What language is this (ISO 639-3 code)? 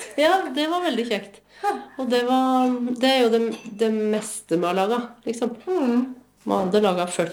nor